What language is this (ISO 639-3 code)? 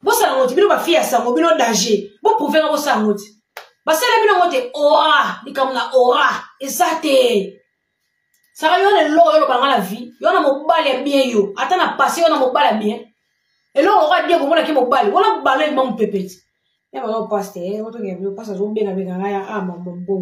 lin